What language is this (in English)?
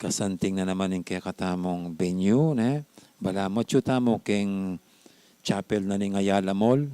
Pampanga